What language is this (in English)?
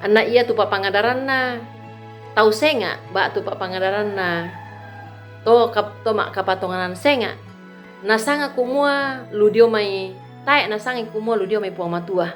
Toraja-Sa'dan